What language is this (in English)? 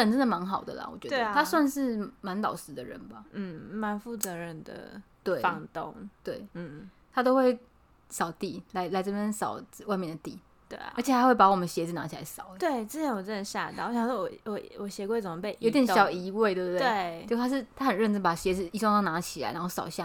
Chinese